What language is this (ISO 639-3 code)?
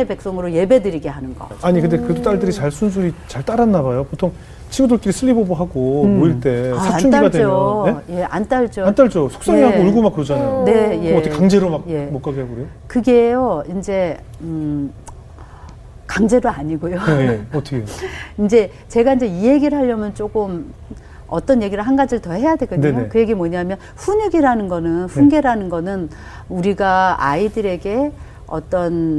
kor